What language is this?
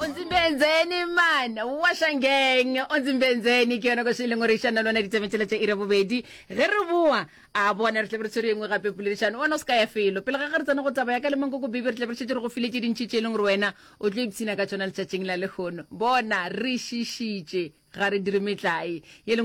Northern Sotho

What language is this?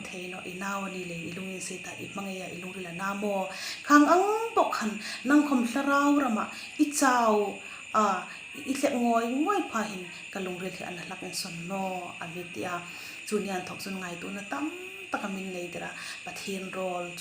Hmar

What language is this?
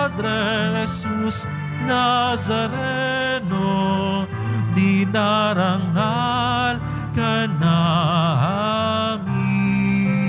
Filipino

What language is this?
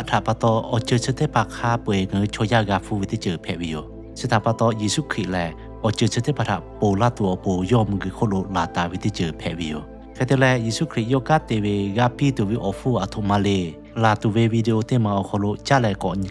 Lahu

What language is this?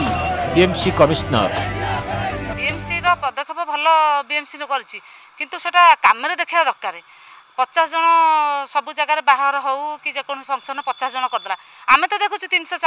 Odia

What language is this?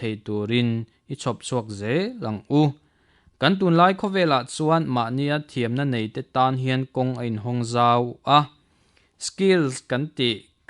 Mizo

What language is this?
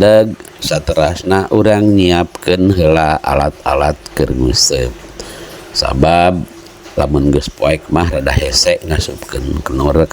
Sundanese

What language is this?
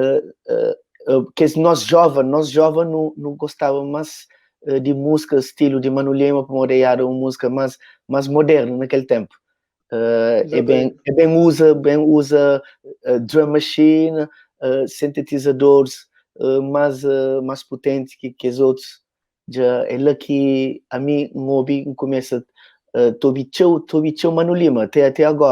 Kabuverdianu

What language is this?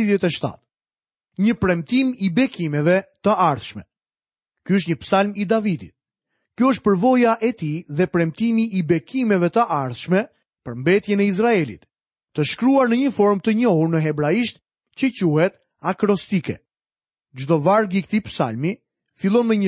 Albanian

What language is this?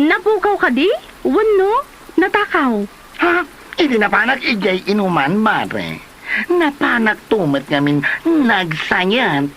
Iloko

